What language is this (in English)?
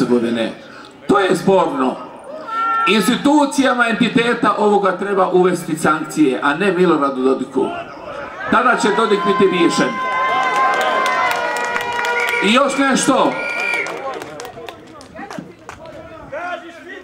Bosnian